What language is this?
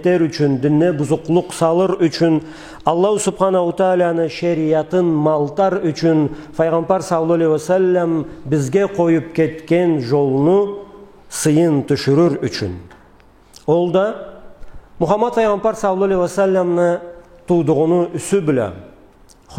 Karachay-Balkar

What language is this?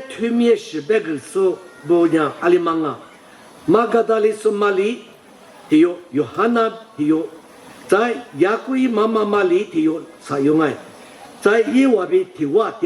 Lisu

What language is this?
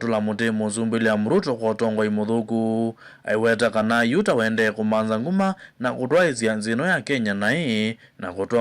Kamba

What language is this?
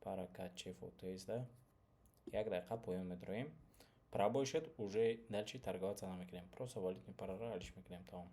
Tajik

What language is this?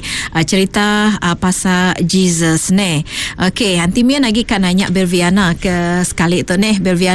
Iban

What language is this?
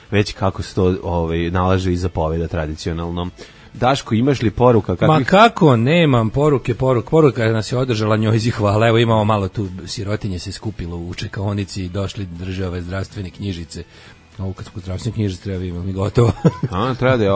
Serbian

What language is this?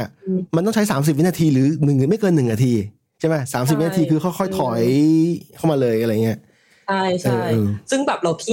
Thai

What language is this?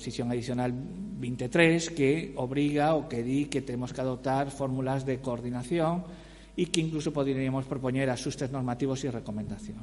Galician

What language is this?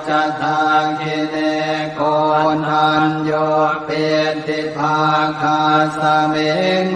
Pali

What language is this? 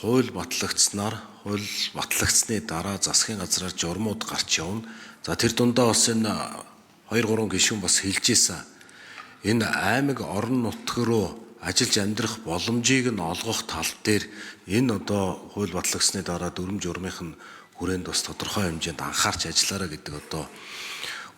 Mongolian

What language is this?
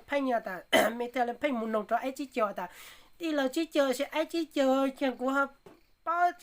Hmong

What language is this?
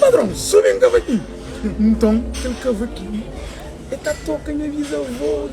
Kabuverdianu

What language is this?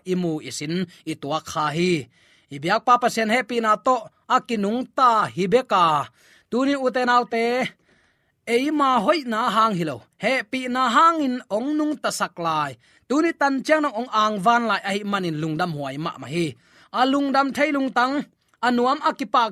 Tedim Chin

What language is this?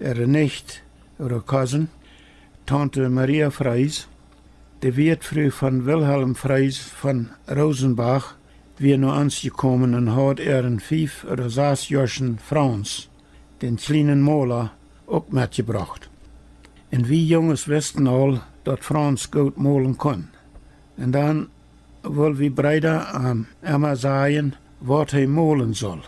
Plautdietsch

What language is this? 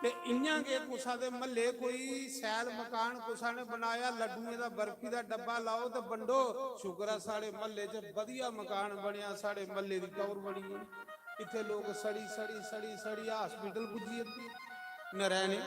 Dogri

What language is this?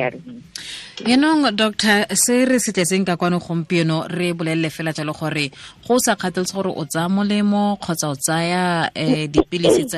Tswana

